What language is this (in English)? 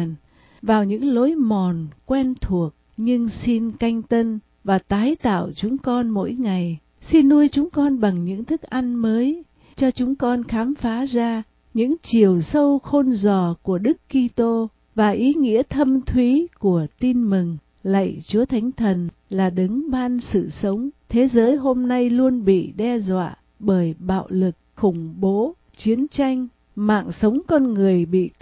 Vietnamese